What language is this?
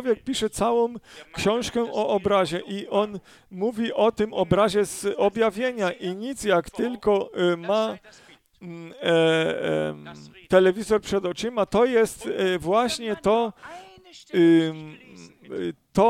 Polish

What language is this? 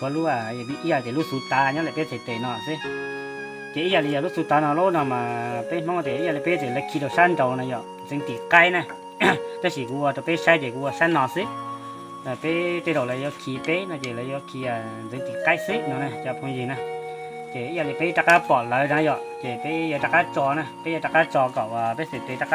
Hmong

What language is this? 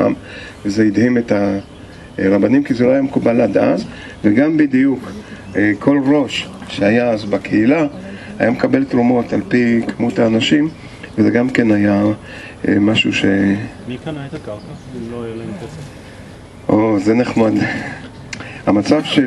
Hebrew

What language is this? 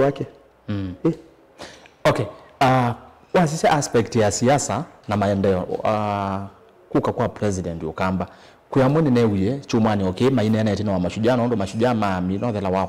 Kamba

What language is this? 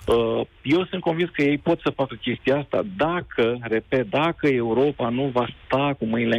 Romanian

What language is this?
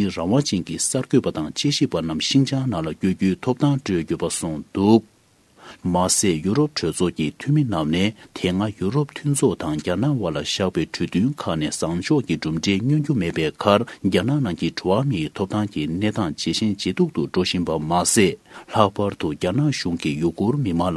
Tibetan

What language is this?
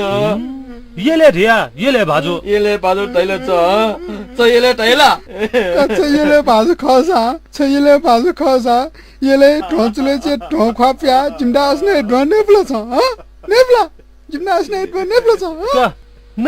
Newari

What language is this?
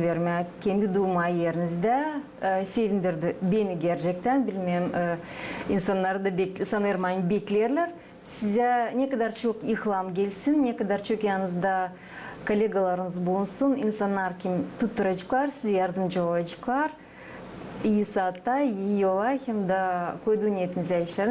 Gagauz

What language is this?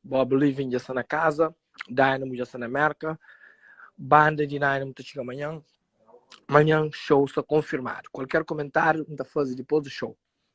Kabuverdianu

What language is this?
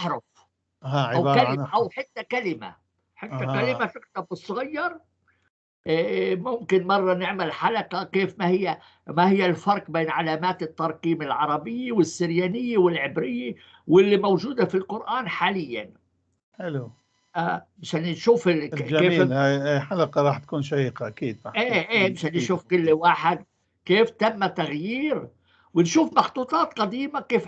North Levantine Arabic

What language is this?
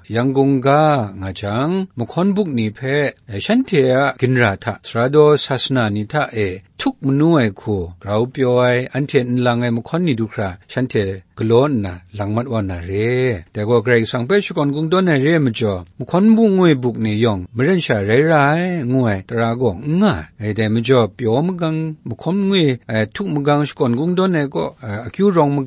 Kachin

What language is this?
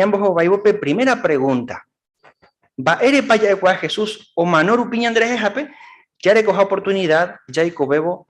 Guarani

